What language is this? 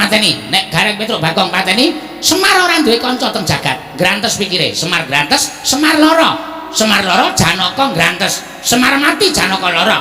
Javanese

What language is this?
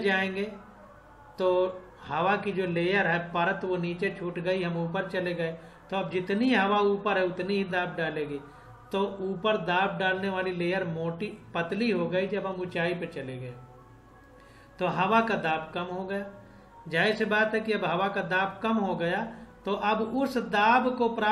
Hindi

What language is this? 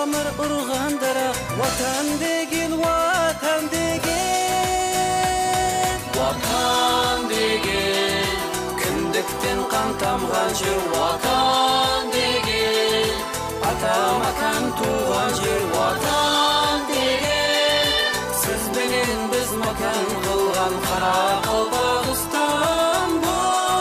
Kara-Kalpak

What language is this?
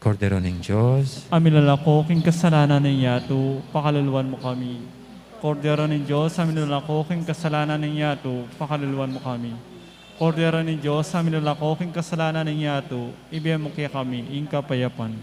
Pampanga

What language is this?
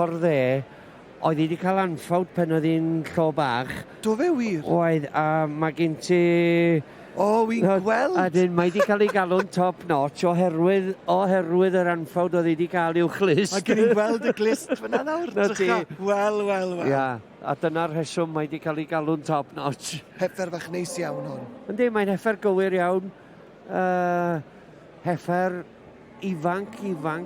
Welsh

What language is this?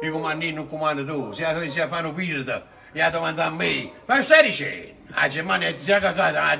Neapolitan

